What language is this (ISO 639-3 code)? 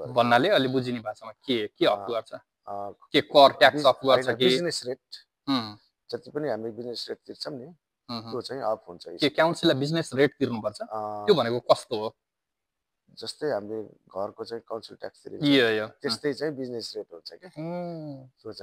nep